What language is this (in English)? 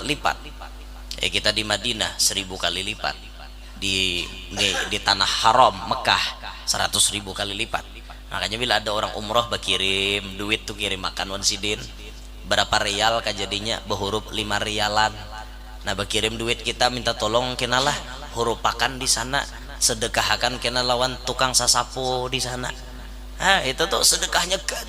Banjar